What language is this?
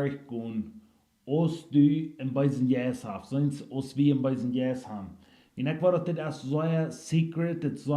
Plautdietsch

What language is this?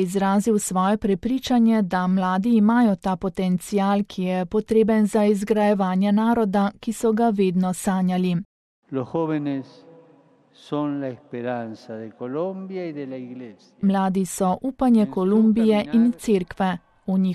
Slovenian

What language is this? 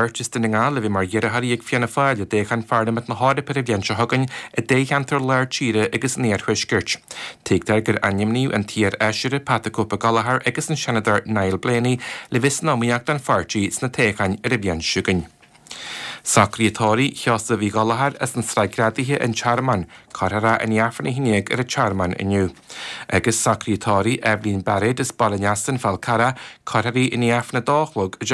Irish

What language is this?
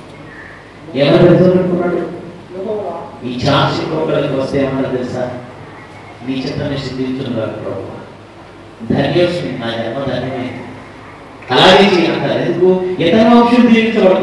Telugu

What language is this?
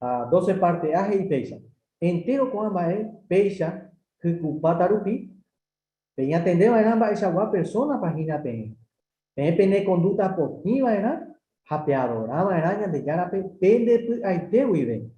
Guarani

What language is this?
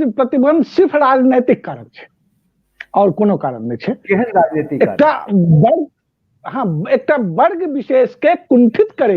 Maithili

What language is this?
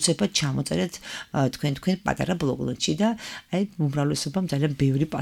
Georgian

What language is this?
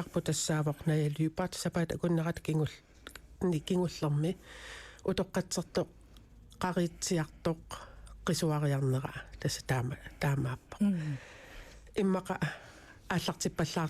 Kalaallisut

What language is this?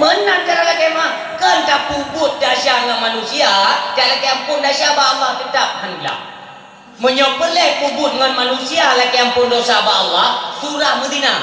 Achinese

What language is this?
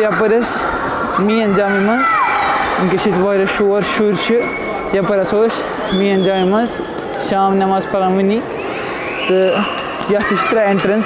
Kashmiri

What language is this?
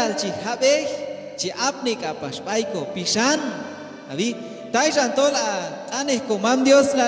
Q'anjob'al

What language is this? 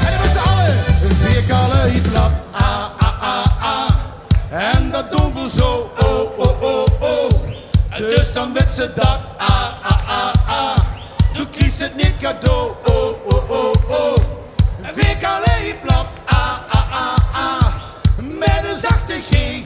Limburgish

